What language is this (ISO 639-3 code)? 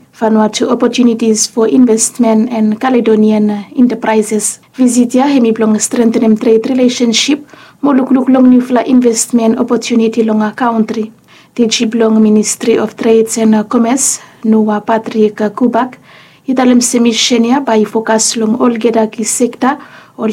bis